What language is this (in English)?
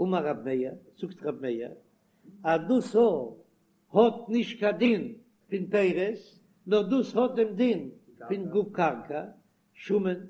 Yiddish